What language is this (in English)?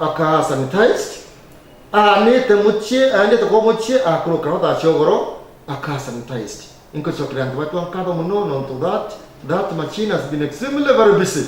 Meru